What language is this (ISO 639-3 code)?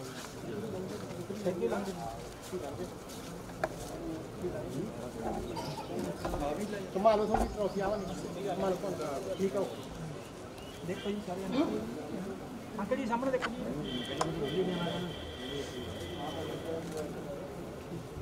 pan